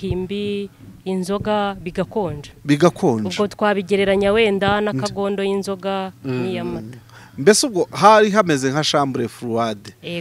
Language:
Kinyarwanda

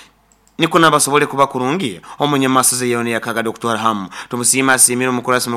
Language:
Nyoro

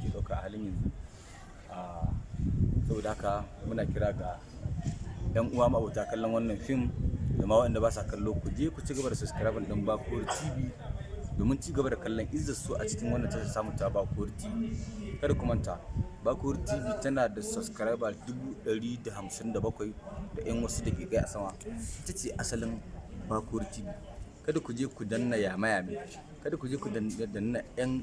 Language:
Hausa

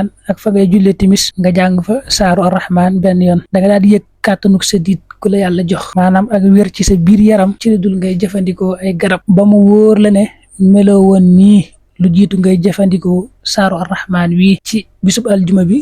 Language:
Wolof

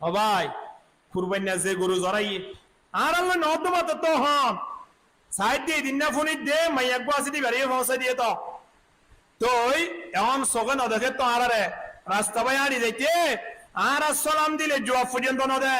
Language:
Rohingya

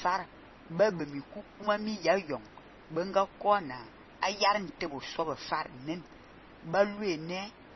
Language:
Fang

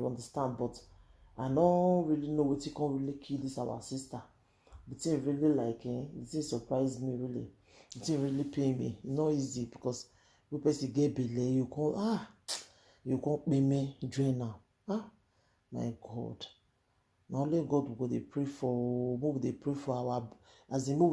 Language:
Nigerian Pidgin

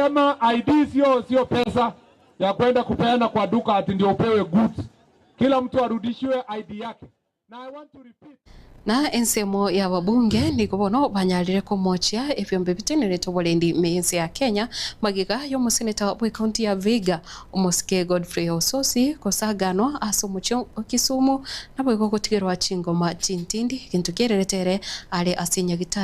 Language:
Gusii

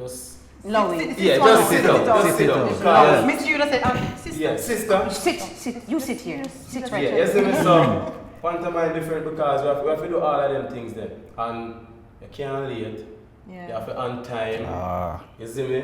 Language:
Jamaican Creole English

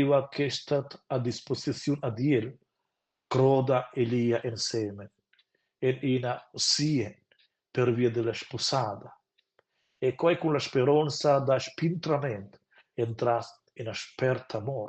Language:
Romansh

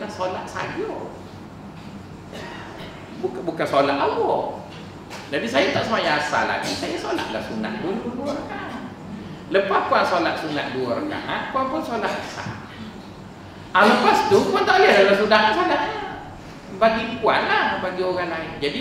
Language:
Malay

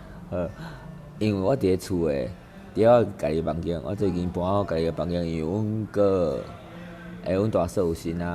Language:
Min Nan Chinese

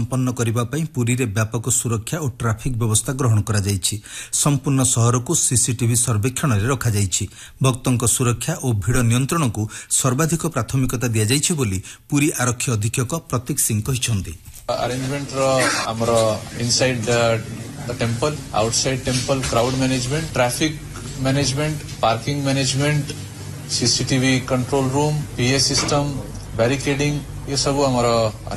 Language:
Odia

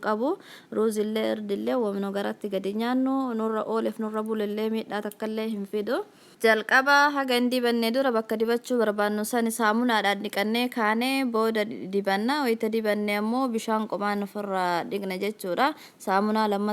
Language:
Oromo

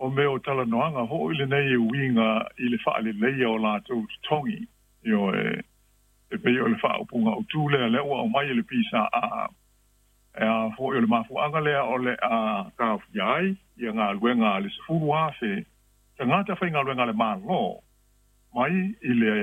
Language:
Samoan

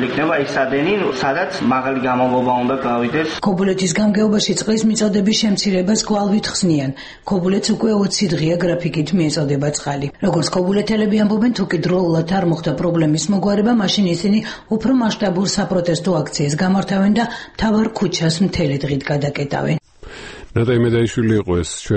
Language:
Georgian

